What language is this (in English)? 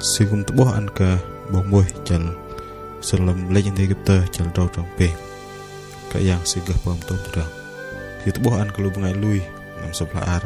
Bahnar